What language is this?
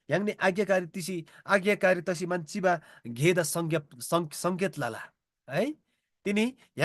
Eastern Tamang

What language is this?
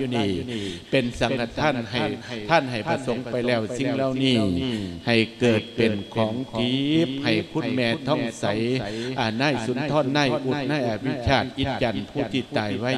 Lao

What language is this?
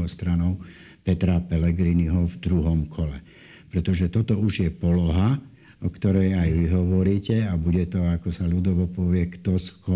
Slovak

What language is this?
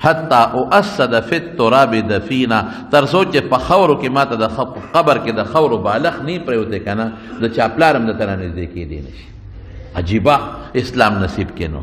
Pashto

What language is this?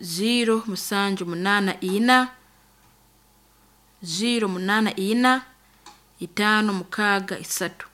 Nyoro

